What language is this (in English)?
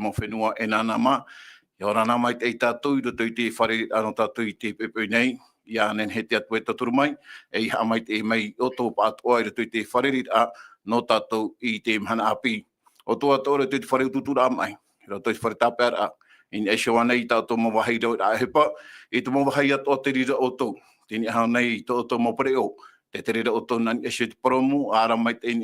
Tahitian